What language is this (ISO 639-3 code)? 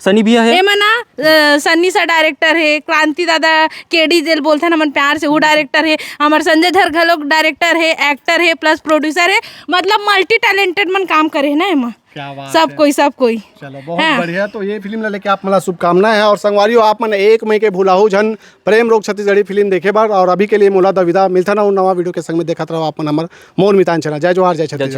hne